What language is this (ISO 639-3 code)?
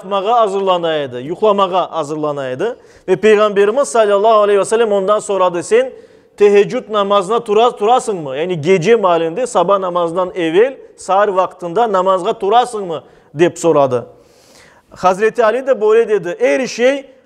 crh